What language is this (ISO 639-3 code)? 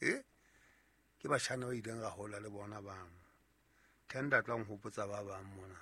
sot